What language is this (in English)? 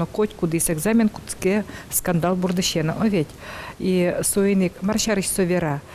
Udmurt